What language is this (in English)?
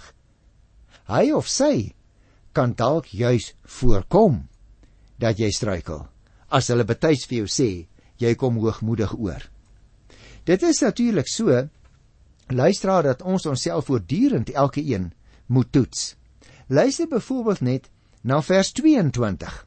Afrikaans